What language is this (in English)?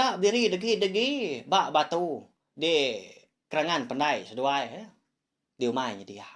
Iban